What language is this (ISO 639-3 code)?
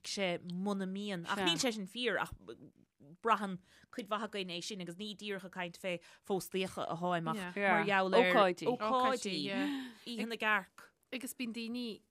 gle